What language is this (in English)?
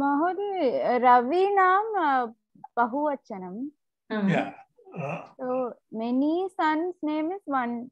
Sanskrit